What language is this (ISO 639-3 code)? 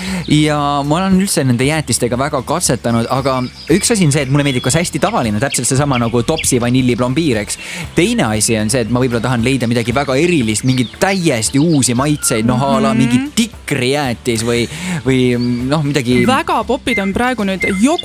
est